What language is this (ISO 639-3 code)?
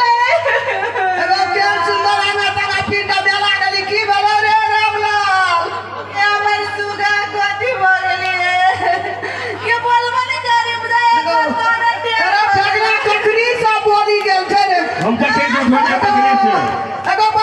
mai